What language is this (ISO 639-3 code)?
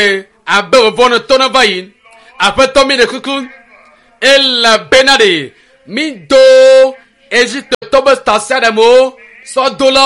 ewe